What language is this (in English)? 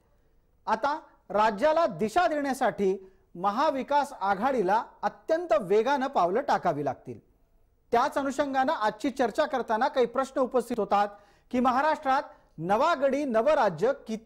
Marathi